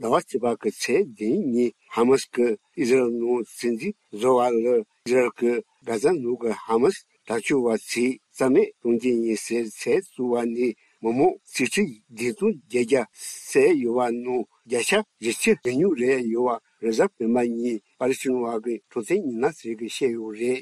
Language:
Tibetan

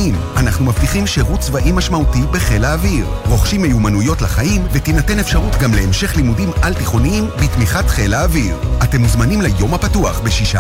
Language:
Hebrew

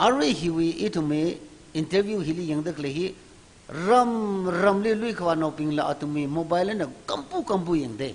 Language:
Tangkhul Naga (India)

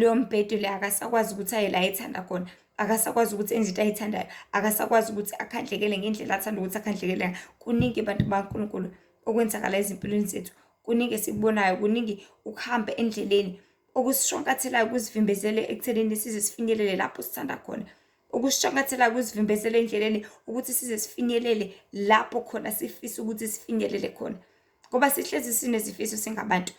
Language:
Zulu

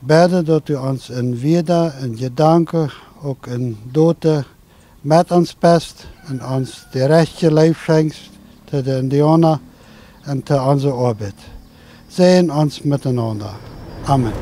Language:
Plautdietsch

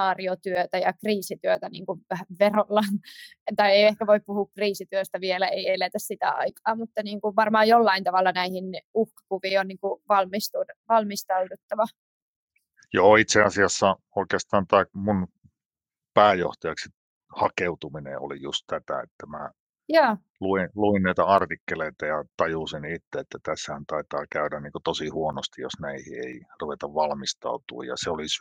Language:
Finnish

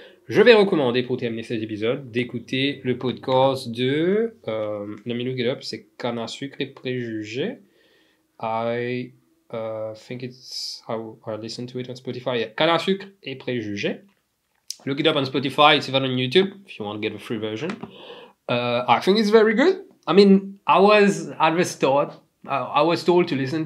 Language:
Morisyen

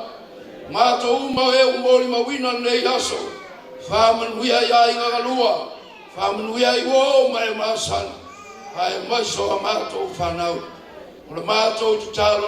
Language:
Samoan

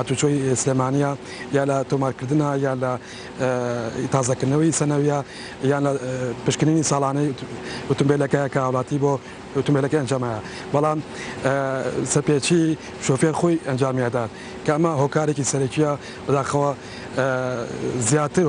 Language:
Central Kurdish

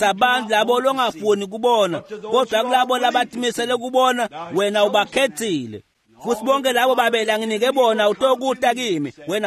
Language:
Swati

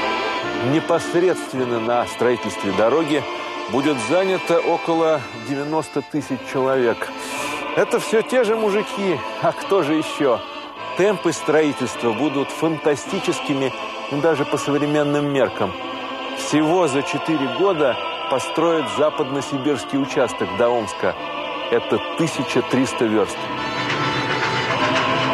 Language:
Russian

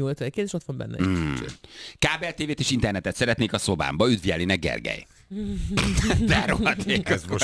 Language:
Hungarian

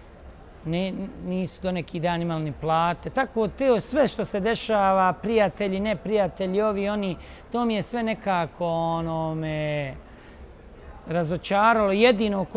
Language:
Bosnian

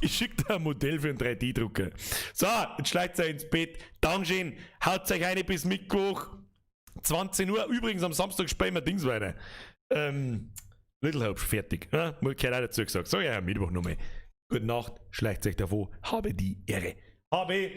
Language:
Bavarian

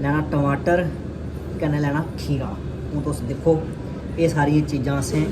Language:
Dogri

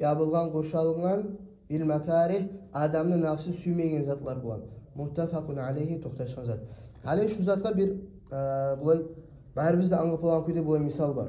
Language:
Kumyk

